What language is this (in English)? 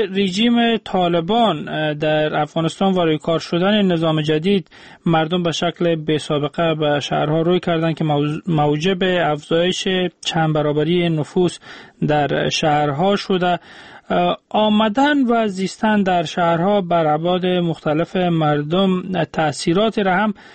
Persian